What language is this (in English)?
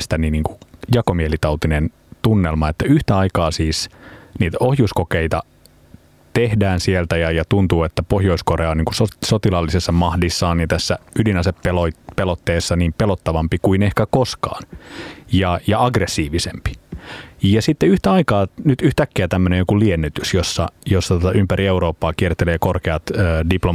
Finnish